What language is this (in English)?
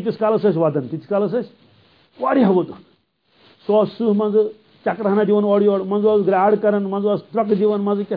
Kashmiri